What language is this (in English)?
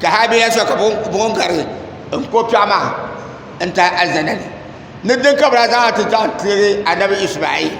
Dagbani